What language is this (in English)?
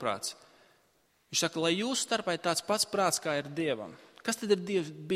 Latvian